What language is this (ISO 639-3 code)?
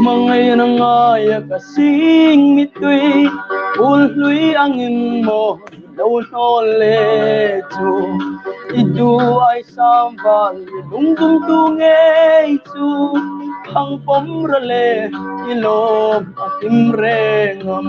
hmr